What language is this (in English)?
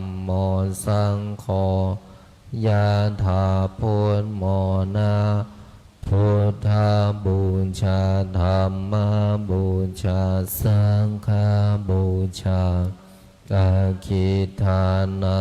Pali